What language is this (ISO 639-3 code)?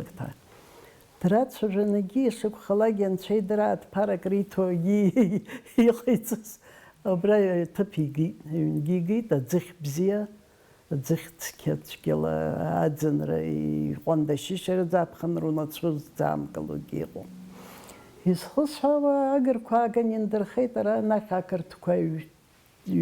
abk